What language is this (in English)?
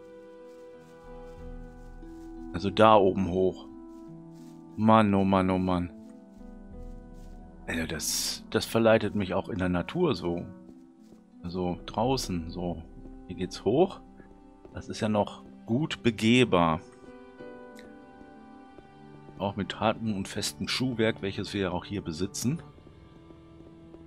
German